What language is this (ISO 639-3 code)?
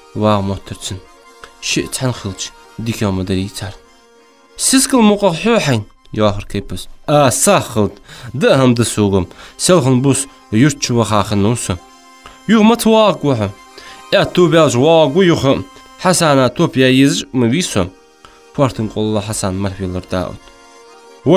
inh